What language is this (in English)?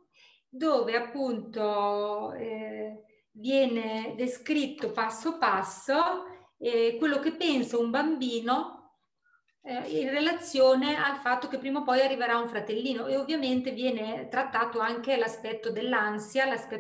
Italian